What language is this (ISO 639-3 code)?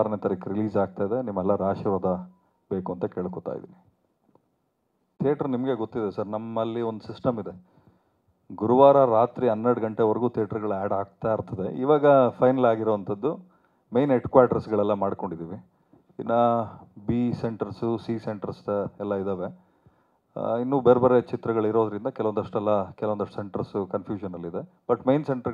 kan